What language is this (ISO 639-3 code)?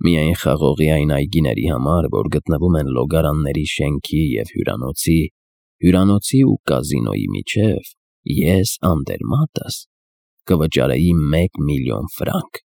hye